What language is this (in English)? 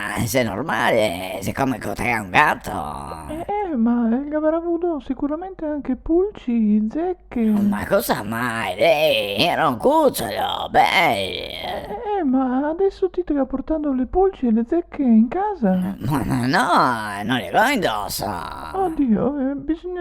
Venetian